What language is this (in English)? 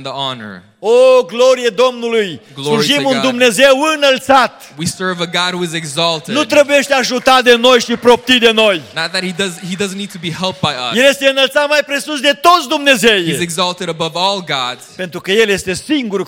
Romanian